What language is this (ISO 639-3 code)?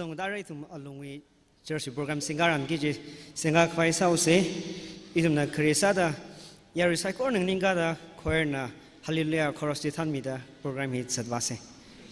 nmf